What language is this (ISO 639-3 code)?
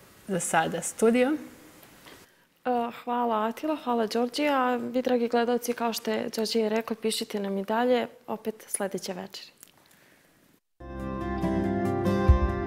srp